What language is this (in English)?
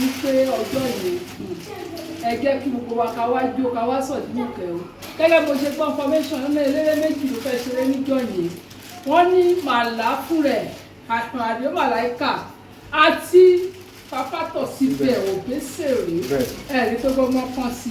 Yoruba